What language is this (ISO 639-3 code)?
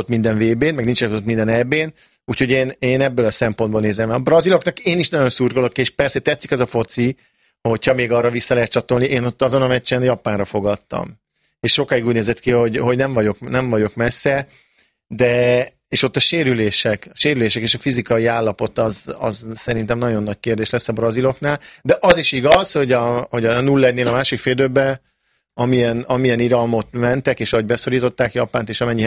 hun